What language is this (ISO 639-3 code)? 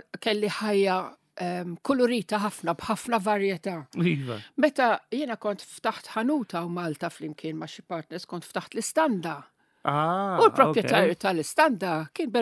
mlt